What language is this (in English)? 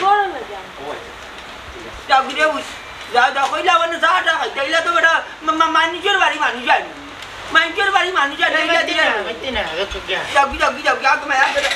Sylheti